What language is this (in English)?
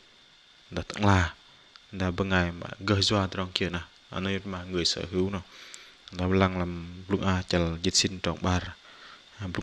Bahnar